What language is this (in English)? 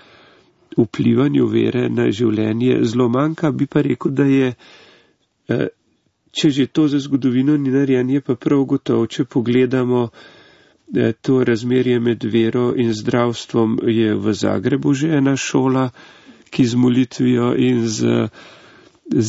Slovenian